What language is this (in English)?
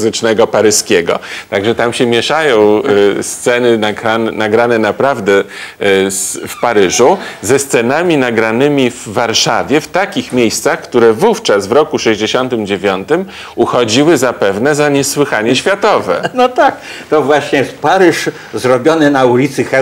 Polish